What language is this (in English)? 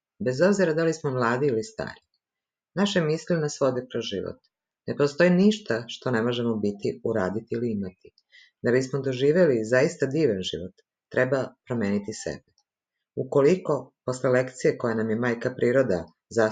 Serbian